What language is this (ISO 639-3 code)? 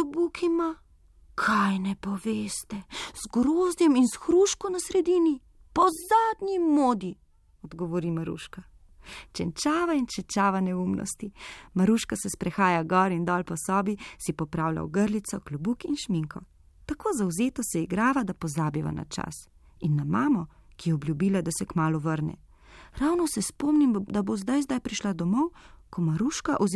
slv